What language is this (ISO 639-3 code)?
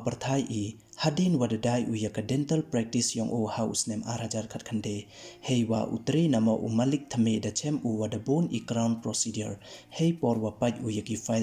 pbv